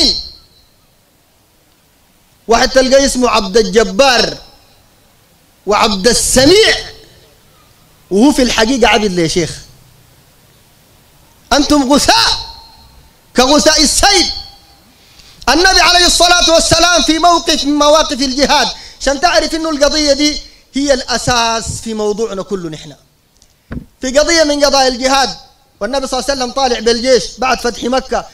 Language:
Sudanese Arabic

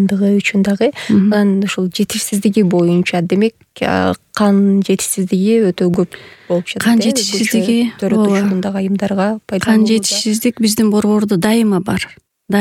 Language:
Kyrgyz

